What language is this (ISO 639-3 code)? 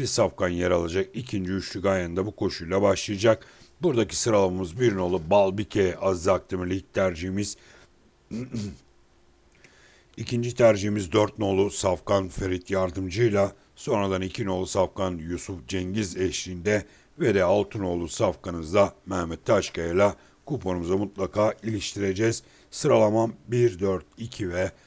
tur